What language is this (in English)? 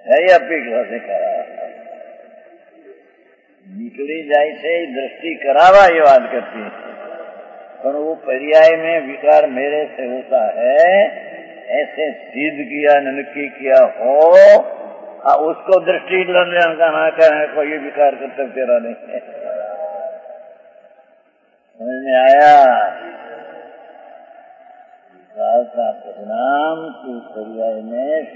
Hindi